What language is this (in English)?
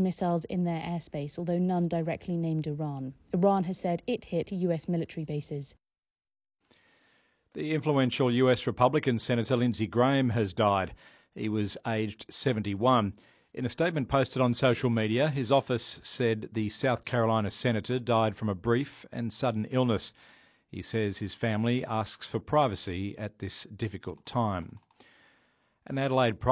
English